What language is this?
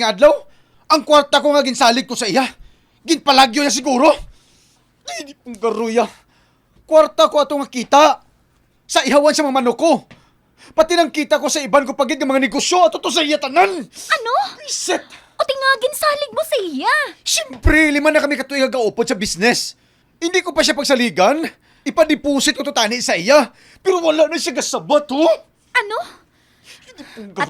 Hiligaynon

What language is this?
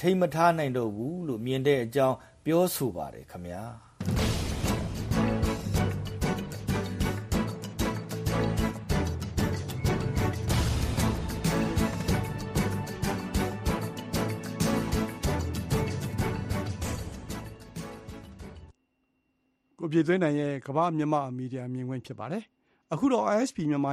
Burmese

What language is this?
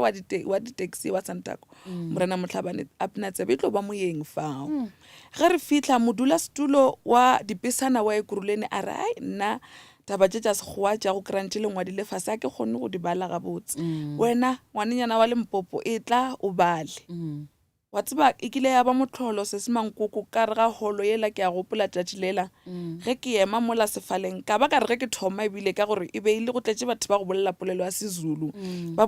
Northern Sotho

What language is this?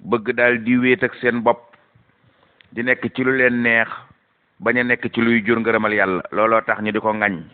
Wolof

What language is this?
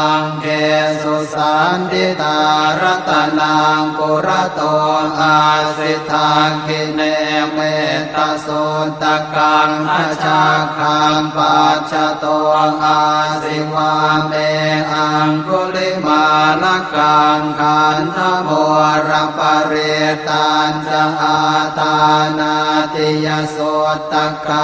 Pali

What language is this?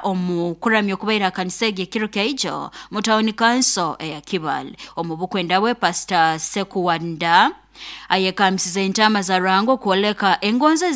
Nyoro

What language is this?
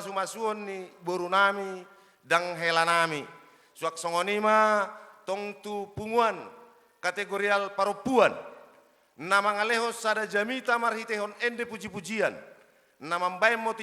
Batak Toba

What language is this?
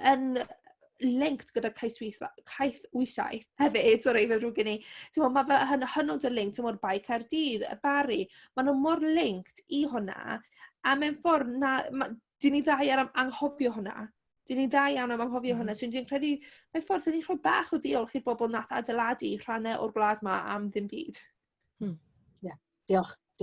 Welsh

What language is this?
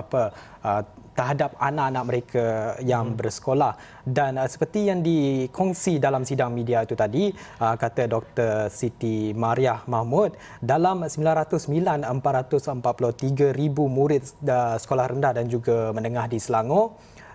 Malay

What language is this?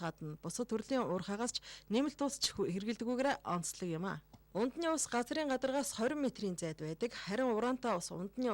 Mongolian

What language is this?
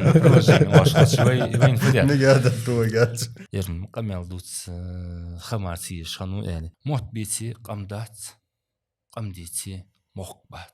Ingush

